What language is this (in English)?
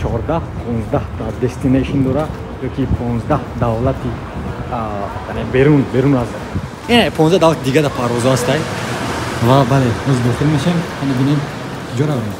Tajik